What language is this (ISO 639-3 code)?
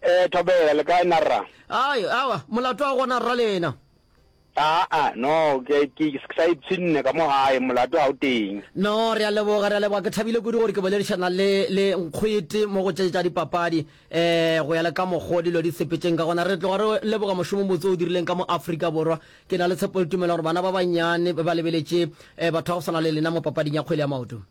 nso